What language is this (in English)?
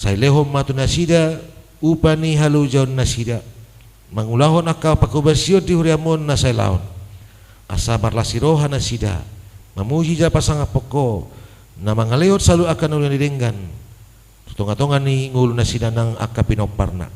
Batak Toba